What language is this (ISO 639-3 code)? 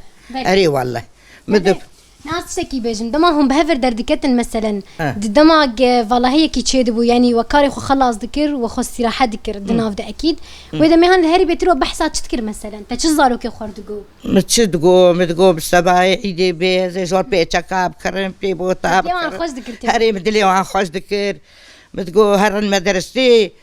kur